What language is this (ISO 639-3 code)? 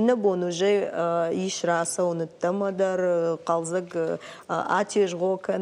oss